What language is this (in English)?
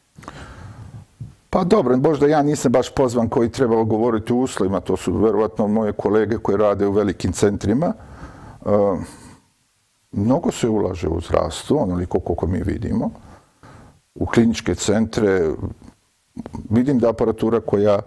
Serbian